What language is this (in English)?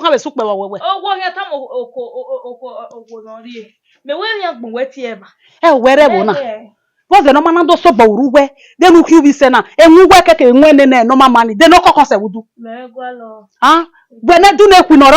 Bini